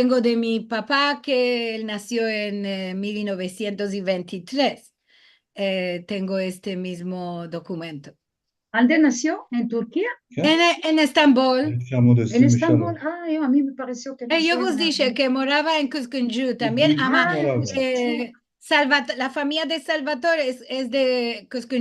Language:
Ladino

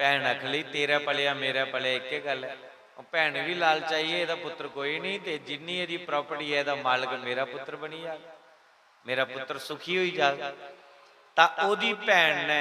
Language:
Dogri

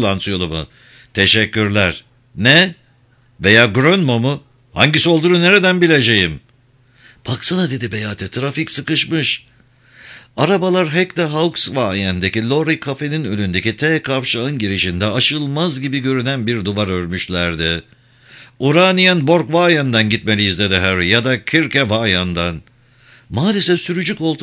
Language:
Turkish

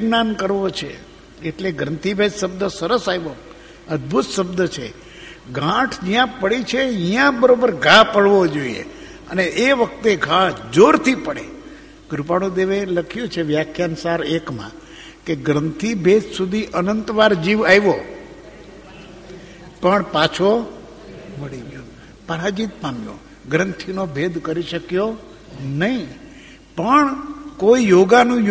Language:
Gujarati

